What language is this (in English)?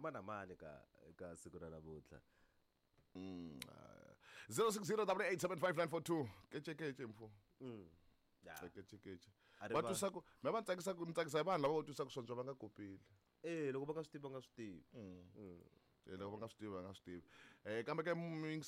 Tsonga